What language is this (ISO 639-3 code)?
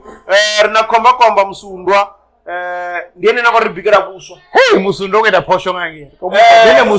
ven